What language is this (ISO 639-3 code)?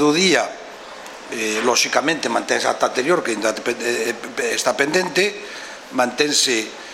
glg